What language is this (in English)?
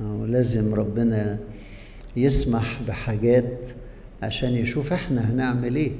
Egyptian Arabic